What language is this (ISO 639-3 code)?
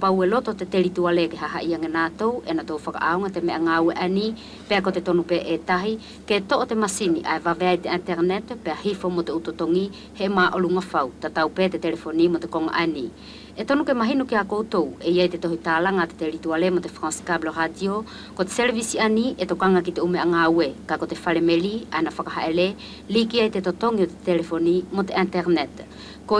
wls